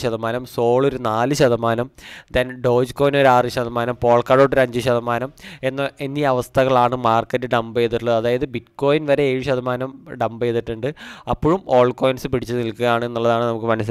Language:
Malayalam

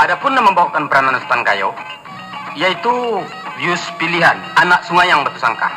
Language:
Minangkabau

